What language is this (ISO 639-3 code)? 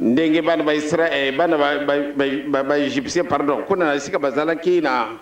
lin